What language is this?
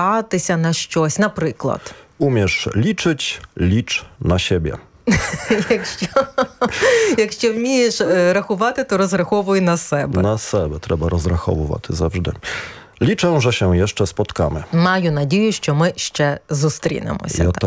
Ukrainian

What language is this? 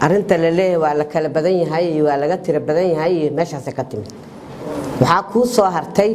Somali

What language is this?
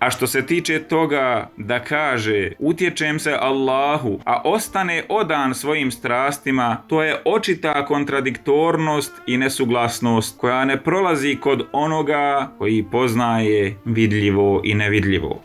Bosnian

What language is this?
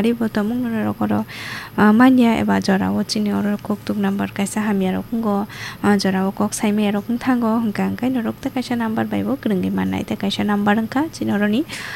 Kok Borok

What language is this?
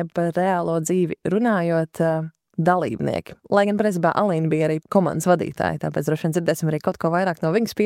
Latvian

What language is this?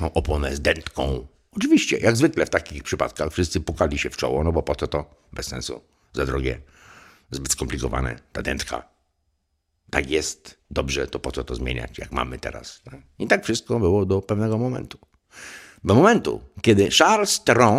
Polish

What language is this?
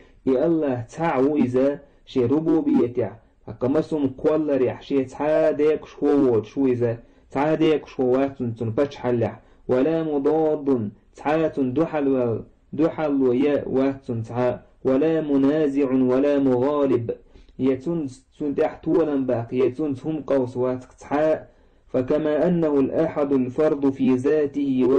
Chechen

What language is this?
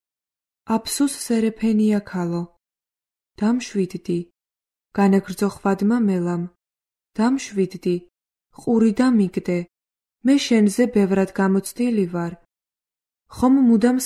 Georgian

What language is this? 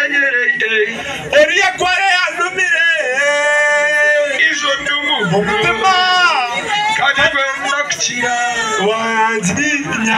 Kinyarwanda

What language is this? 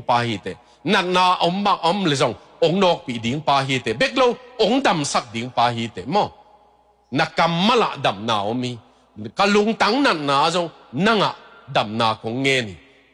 Tedim Chin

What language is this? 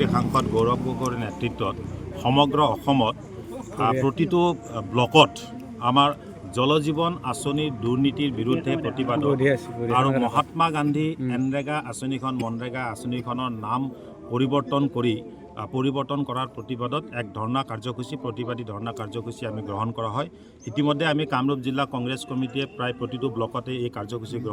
Assamese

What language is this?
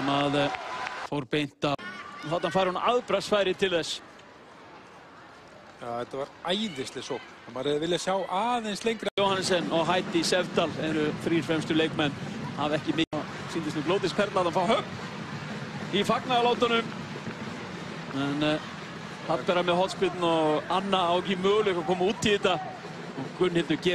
Icelandic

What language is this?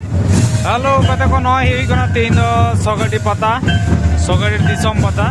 Santali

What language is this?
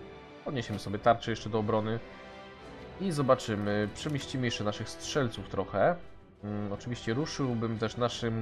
Polish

